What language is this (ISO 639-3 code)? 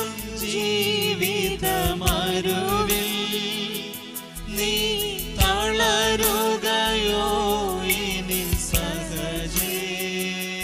mal